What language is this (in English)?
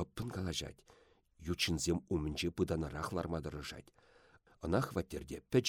Chuvash